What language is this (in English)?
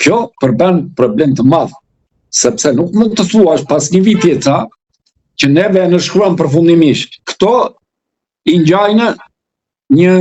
Albanian